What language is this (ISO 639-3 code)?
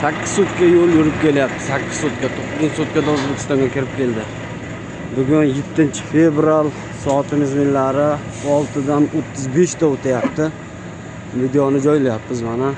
uzb